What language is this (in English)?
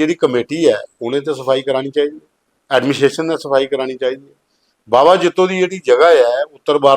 Dogri